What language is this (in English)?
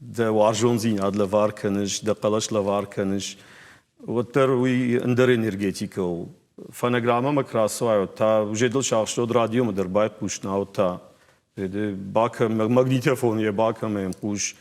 Ossetic